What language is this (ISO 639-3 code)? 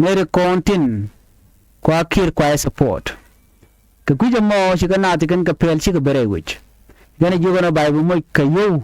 nus